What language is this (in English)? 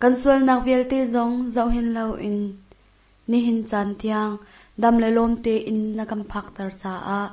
Hakha Chin